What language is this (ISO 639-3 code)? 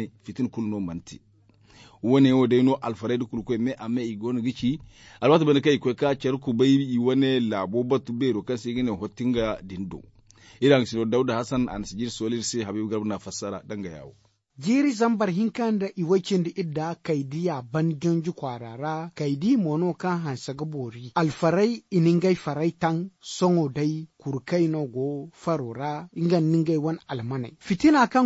dje